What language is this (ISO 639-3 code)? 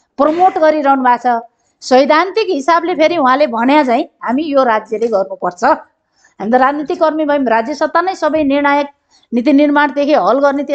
nep